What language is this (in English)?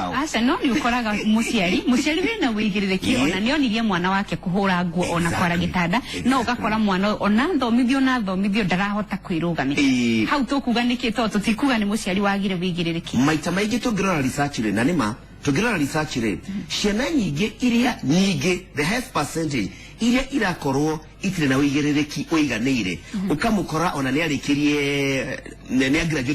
Kikuyu